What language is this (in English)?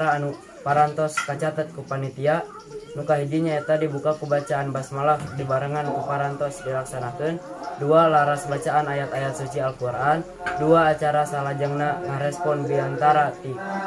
Sundanese